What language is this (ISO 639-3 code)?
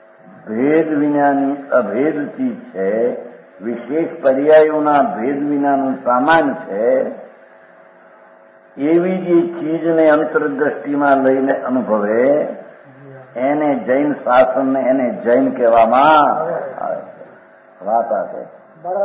guj